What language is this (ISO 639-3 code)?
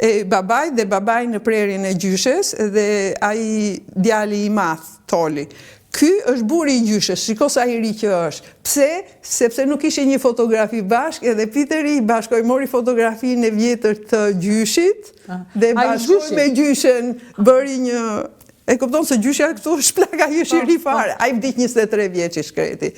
sqi